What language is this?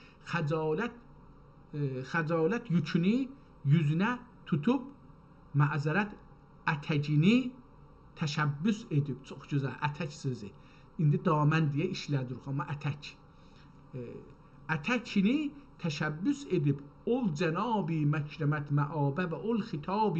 South Azerbaijani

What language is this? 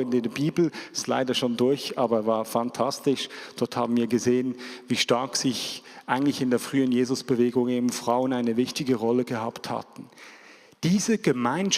Swiss German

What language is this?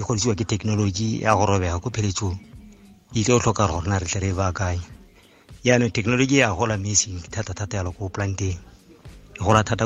Tswana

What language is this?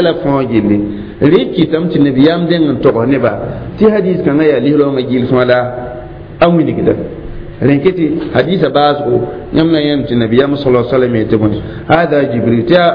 Mossi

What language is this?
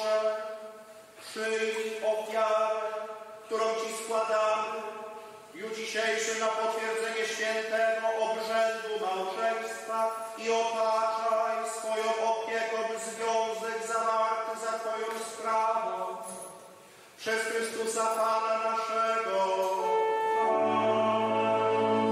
Polish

